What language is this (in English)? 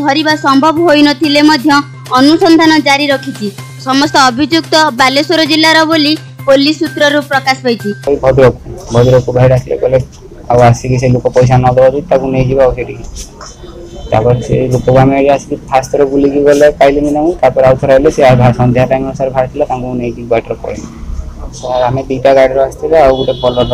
Odia